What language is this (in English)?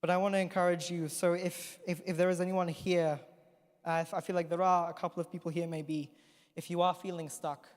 English